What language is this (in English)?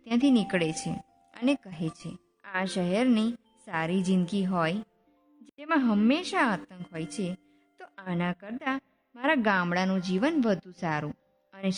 Gujarati